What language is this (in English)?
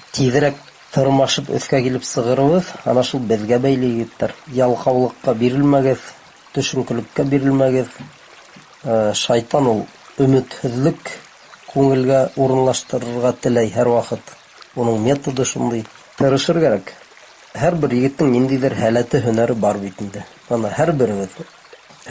Bashkir